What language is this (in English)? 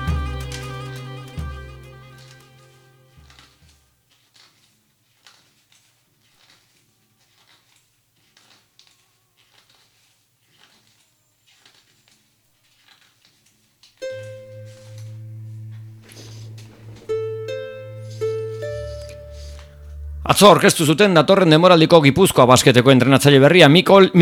Basque